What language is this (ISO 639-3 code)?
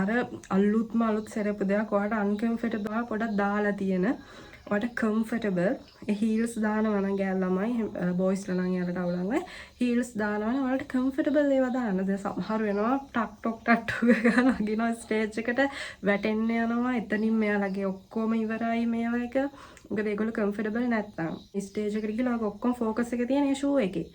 sin